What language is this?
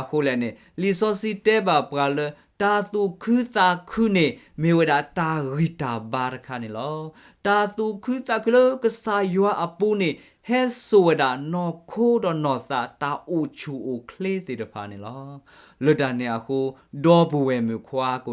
S'gaw Karen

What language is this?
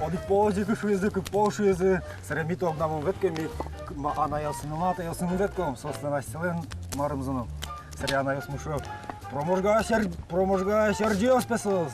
Udmurt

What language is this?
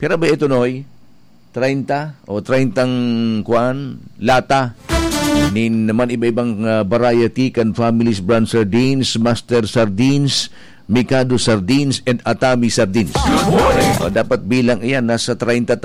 Bikol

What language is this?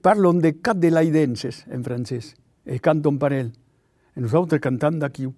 Occitan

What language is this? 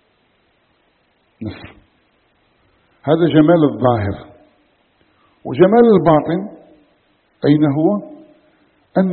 Arabic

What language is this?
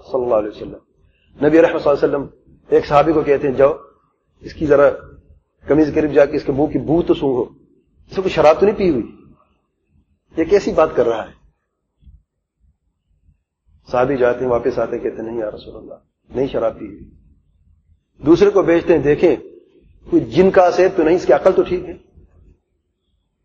Urdu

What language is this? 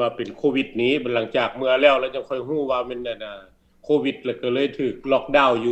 Lao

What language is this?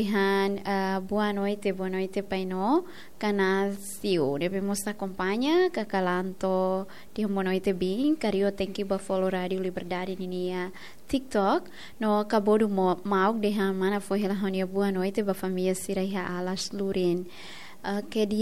Tetum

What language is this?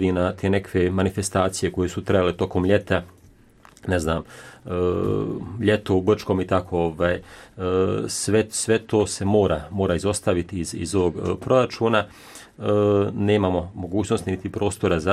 Croatian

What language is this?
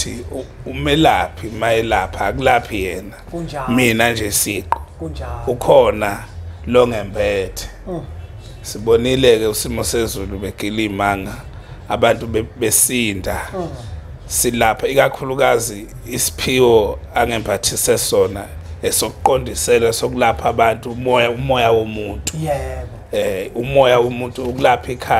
Zulu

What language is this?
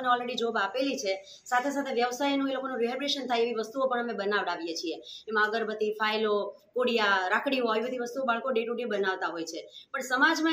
Gujarati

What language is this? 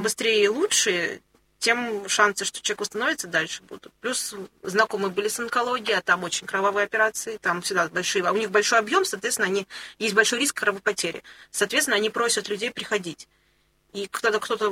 Russian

